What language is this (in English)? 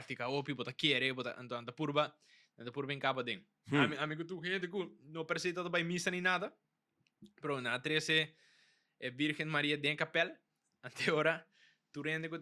Papiamento